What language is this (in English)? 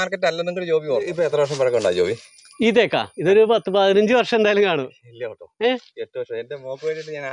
Malayalam